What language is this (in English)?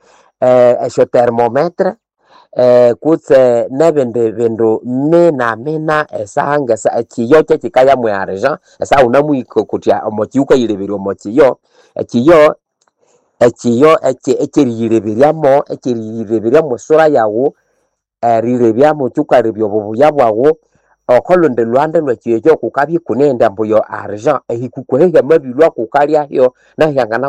Nande